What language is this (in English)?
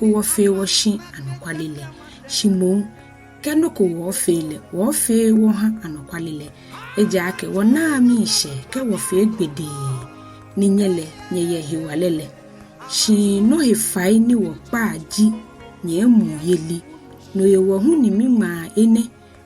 Ga